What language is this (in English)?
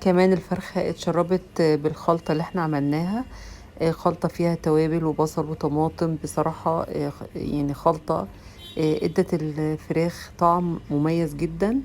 Egyptian Arabic